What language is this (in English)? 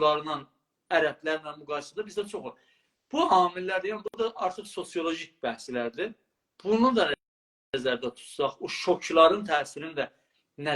South Azerbaijani